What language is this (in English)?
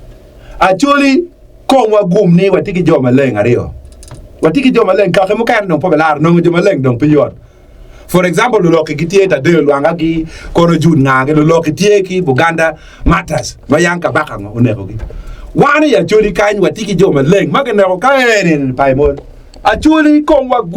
Acoli